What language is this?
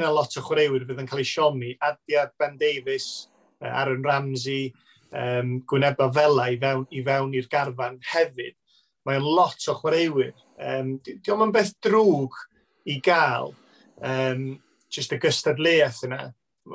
Welsh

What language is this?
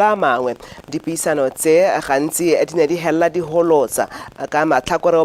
Tswana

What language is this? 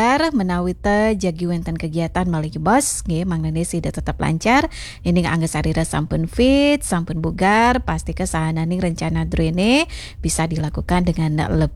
Balinese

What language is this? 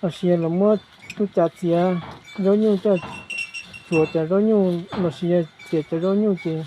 Hmong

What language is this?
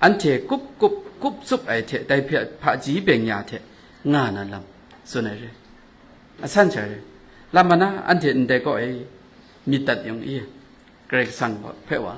Kachin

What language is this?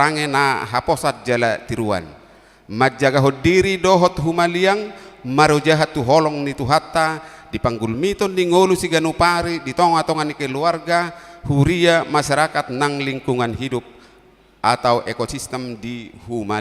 Batak Toba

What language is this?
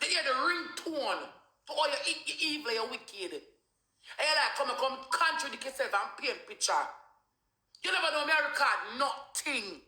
Jamaican Creole English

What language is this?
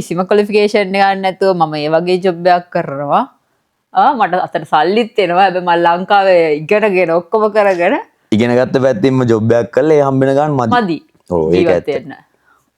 Sinhala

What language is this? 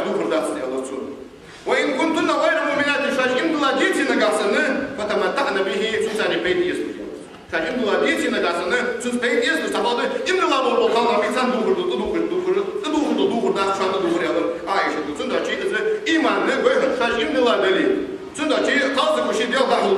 Ingush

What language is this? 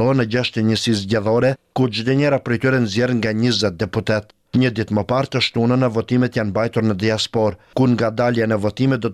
Albanian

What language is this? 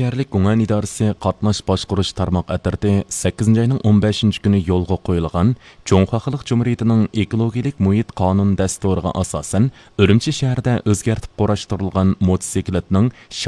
Uyghur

